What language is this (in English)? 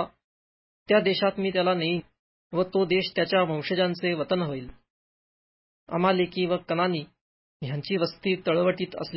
Marathi